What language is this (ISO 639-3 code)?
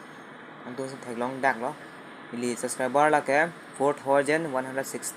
mjw